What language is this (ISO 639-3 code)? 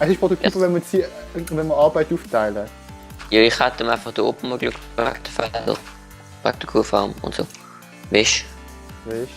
gsw